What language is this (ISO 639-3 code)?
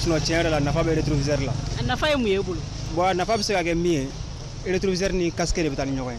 bam